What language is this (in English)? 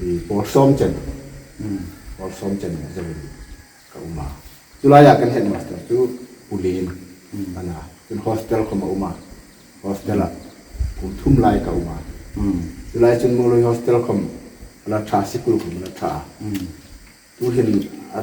Hmar